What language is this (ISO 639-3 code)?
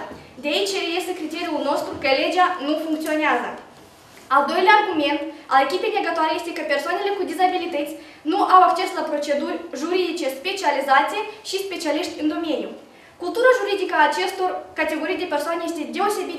ron